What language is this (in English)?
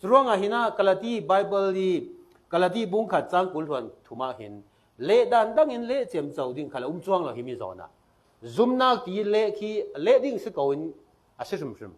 Falam Chin